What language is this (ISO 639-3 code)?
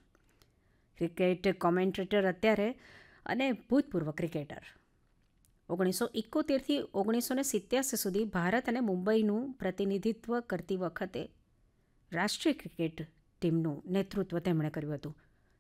guj